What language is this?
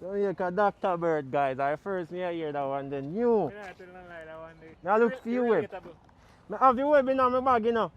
Jamaican Creole English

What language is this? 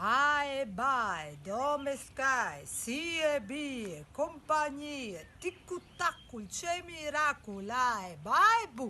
Friulian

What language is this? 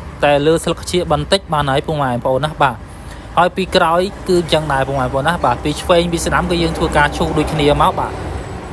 Khmer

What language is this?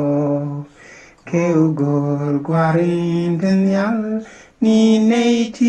Nuer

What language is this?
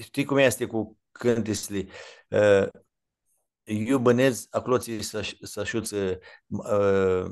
Aromanian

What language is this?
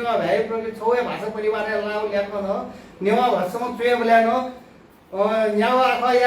Newari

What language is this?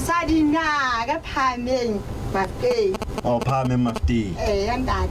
Southern Sotho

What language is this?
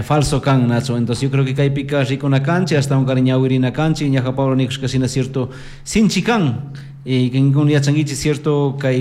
Chimborazo Highland Quichua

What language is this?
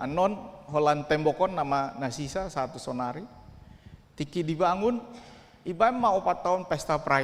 Batak Toba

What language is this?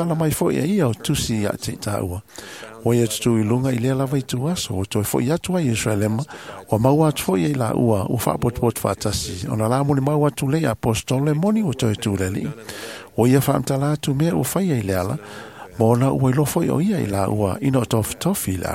Samoan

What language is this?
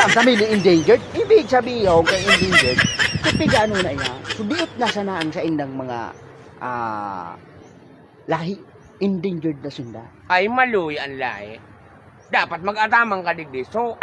Bikol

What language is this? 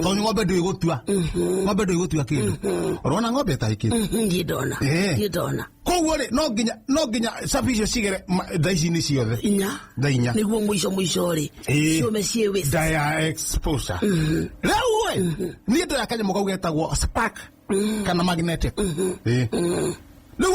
Kikuyu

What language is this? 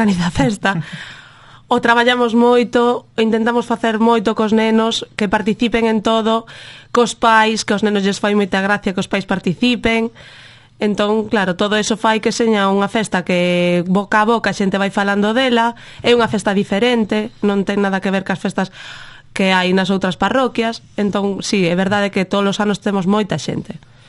Galician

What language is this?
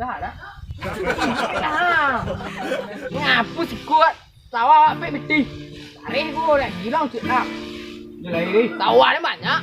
Minangkabau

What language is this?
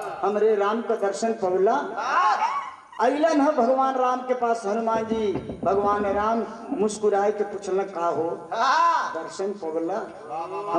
Bhojpuri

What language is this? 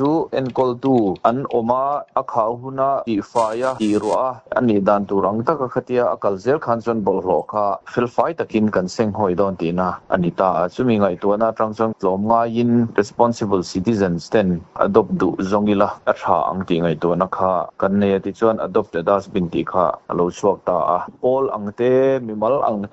Mizo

